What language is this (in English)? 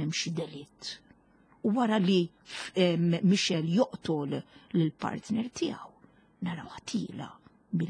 Maltese